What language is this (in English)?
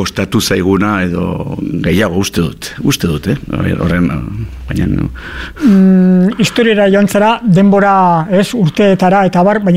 Basque